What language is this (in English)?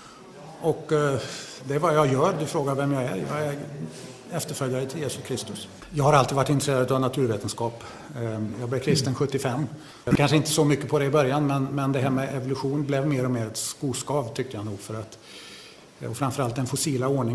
Swedish